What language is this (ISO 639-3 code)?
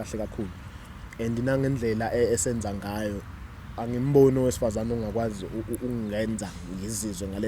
zul